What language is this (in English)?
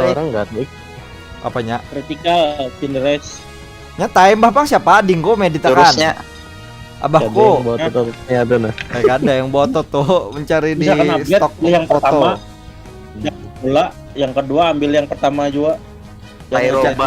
Banjar